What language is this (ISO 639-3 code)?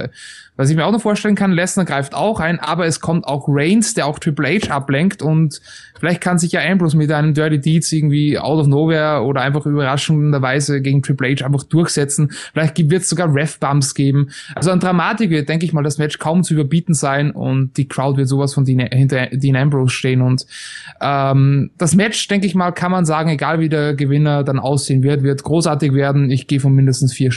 deu